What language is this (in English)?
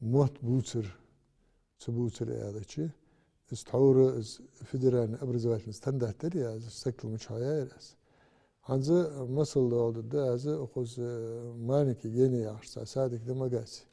Ingush